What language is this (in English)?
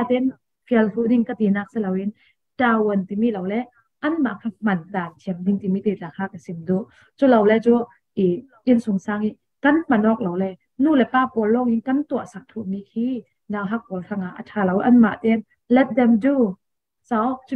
Falam Chin